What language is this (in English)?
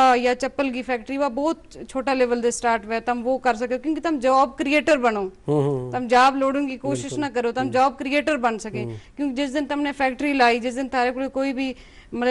Gujari